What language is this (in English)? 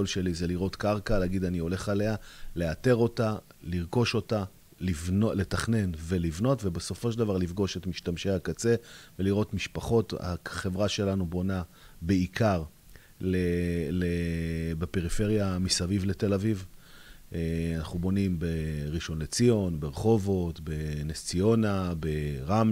Hebrew